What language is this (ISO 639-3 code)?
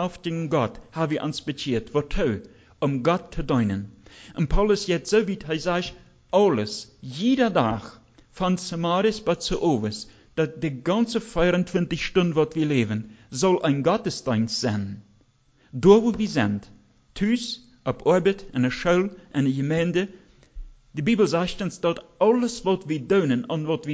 deu